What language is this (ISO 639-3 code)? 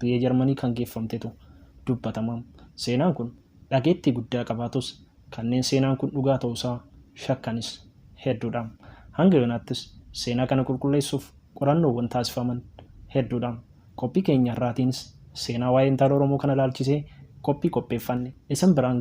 orm